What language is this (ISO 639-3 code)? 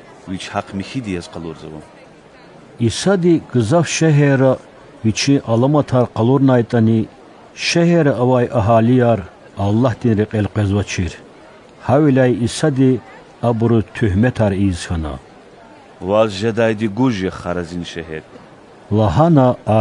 lez